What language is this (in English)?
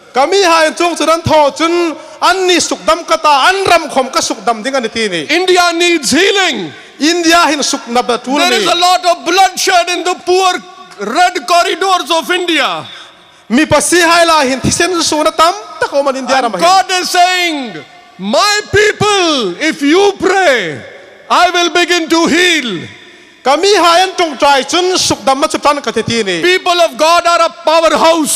Hmar